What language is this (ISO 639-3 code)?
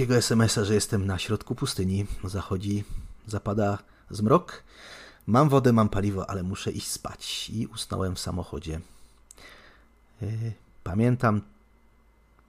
pol